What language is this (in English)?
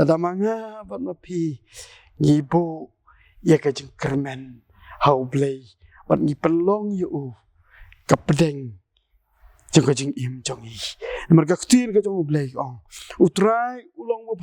Khasi